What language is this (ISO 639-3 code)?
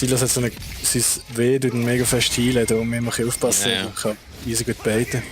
gsw